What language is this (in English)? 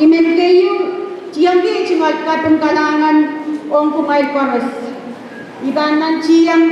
Pohnpeian